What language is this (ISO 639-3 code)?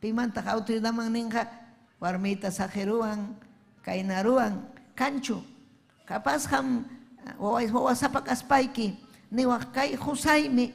quy